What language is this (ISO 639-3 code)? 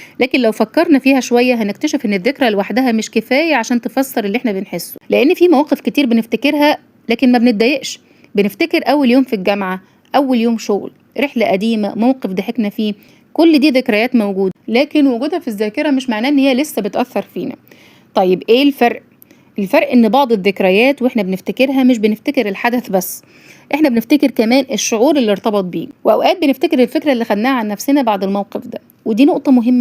arz